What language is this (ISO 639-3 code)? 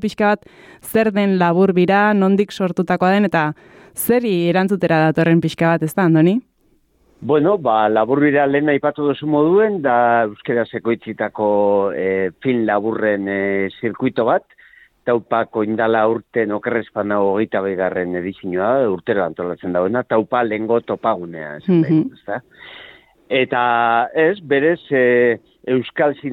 eus